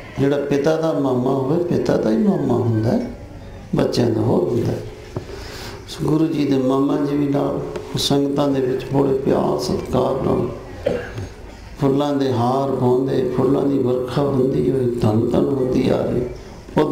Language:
Punjabi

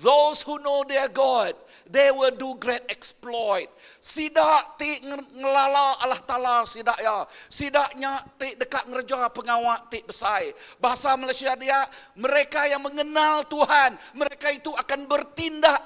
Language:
Iban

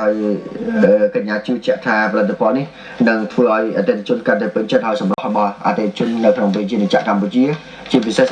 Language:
Khmer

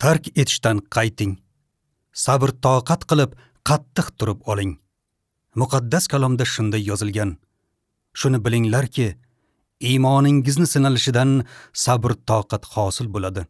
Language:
Uzbek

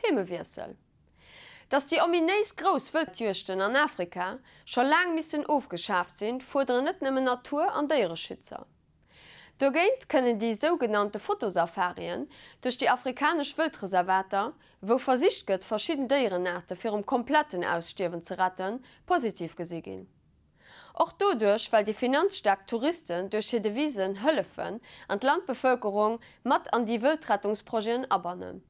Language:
Luxembourgish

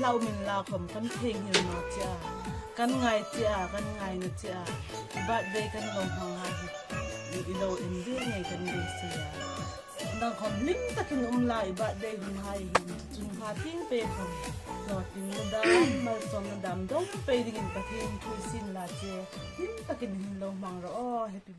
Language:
Hmar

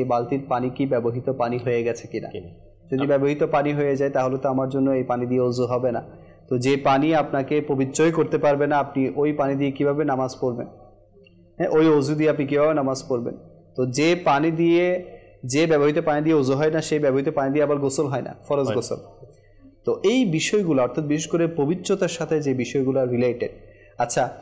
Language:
Bangla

